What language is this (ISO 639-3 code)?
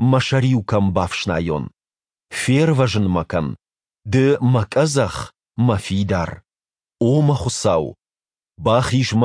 oss